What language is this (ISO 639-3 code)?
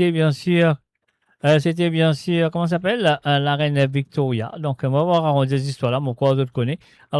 mfe